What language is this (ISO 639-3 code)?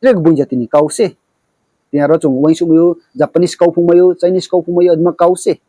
ria